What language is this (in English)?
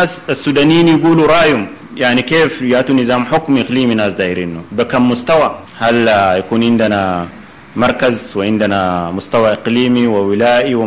Sudanese Arabic